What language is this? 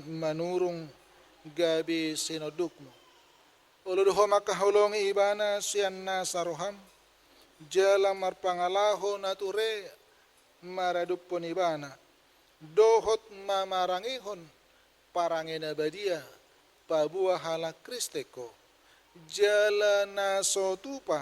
Batak Toba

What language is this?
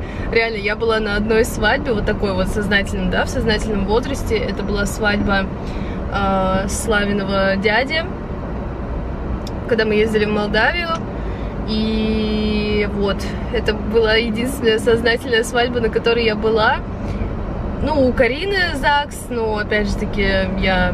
Russian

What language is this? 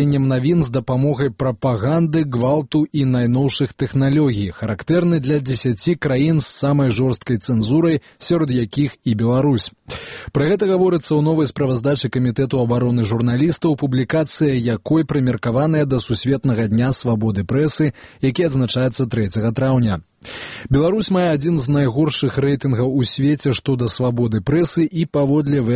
Belarusian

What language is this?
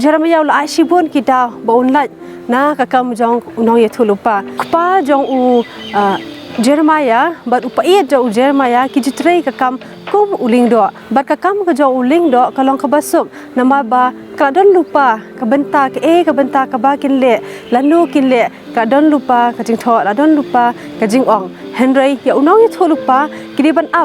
Khasi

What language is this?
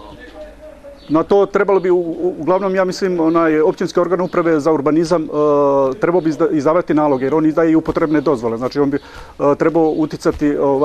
Bosnian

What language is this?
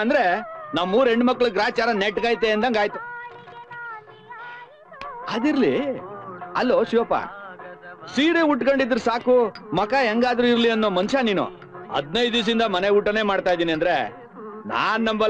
Kannada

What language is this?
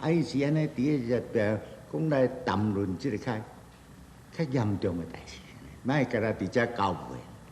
Min Nan Chinese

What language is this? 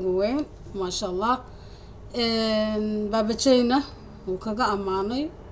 Somali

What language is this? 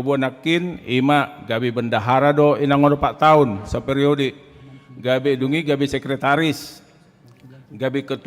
Batak Toba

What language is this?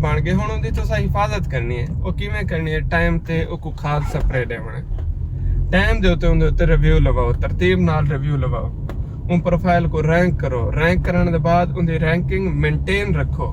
Saraiki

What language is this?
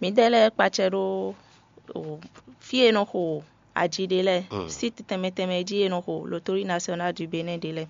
Fon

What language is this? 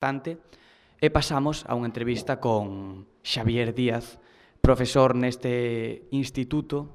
Galician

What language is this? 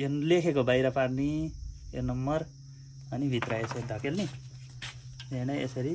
Nepali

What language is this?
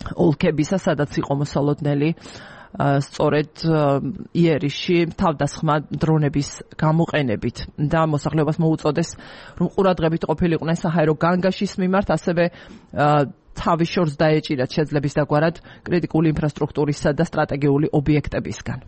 Georgian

